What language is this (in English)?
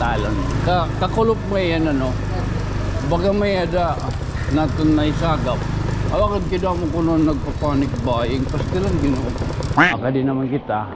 Waray